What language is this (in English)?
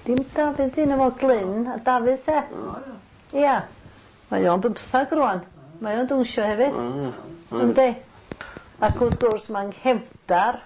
Welsh